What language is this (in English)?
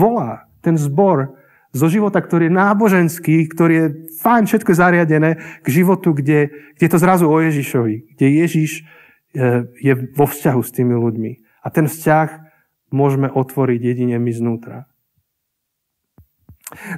Slovak